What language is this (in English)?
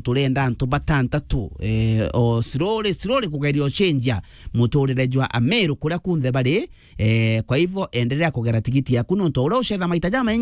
Meru